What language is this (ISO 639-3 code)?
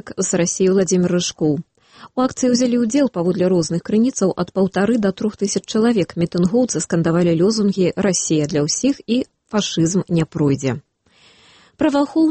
bel